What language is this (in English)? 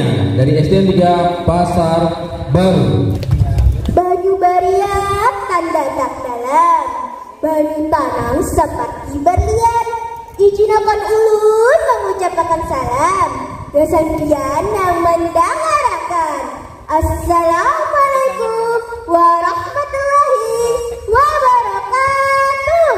Banjar